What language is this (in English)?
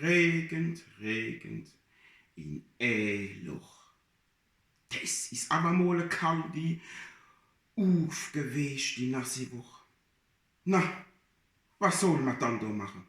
Palatine German